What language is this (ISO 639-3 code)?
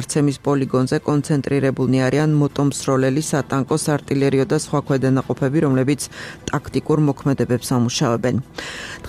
kat